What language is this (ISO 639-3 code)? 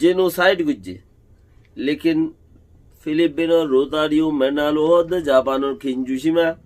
rhg